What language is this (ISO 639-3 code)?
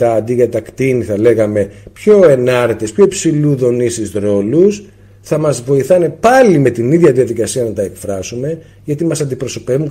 ell